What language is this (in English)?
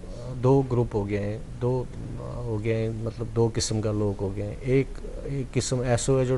Gujari